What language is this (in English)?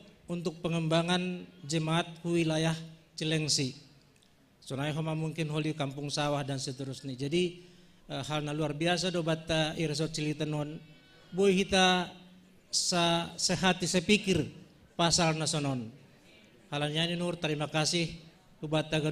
Batak Simalungun